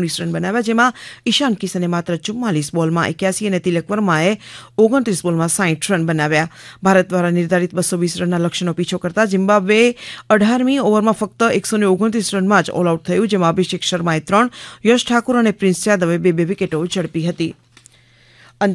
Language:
Gujarati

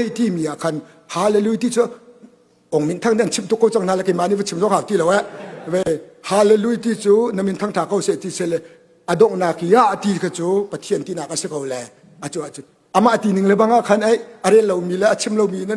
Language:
Hakha Chin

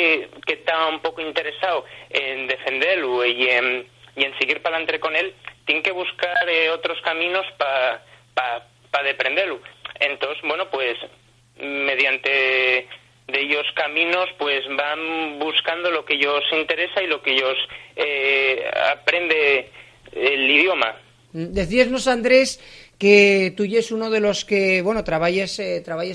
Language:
Asturian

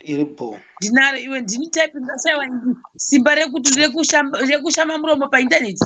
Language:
Shona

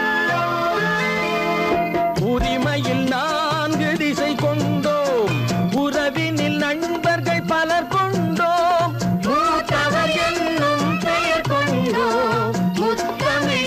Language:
Tamil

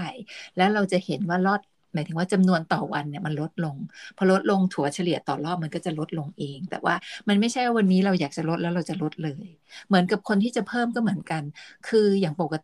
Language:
Thai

